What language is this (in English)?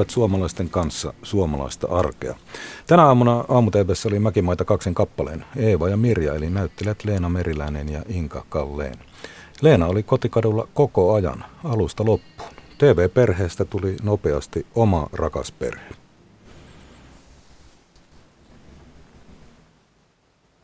Finnish